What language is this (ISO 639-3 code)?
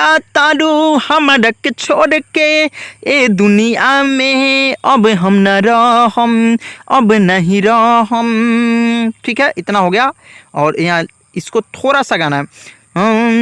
bho